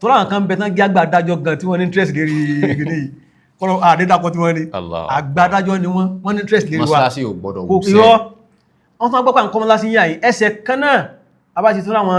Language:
Yoruba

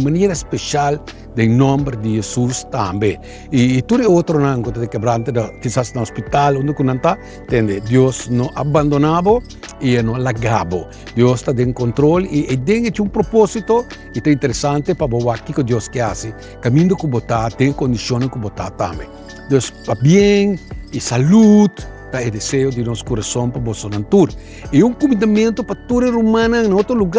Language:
Papiamento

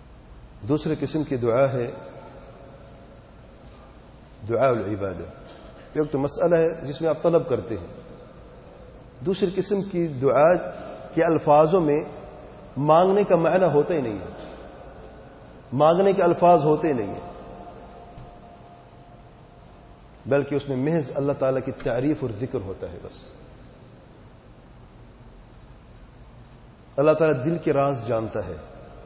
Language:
Urdu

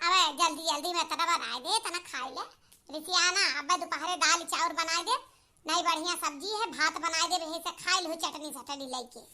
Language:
Awadhi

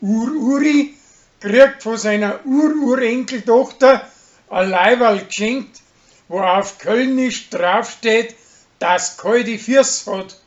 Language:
Bavarian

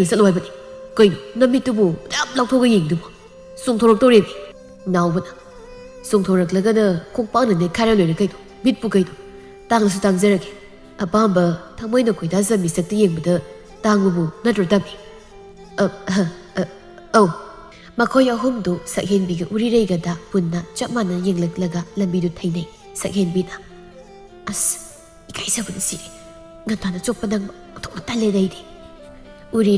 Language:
Manipuri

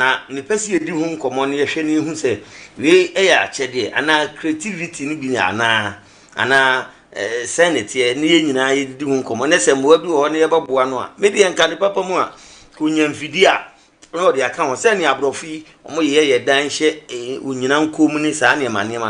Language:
Akan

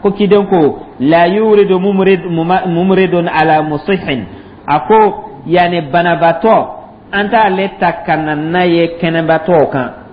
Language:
Dyula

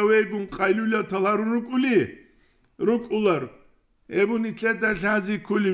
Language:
Avaric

